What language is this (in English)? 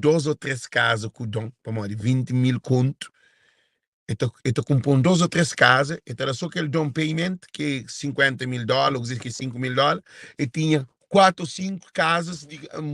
Kabuverdianu